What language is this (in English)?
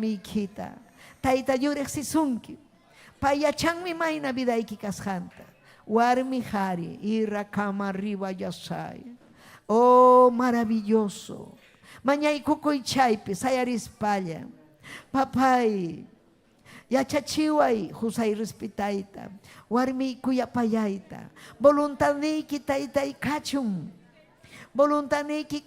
Ayacucho Quechua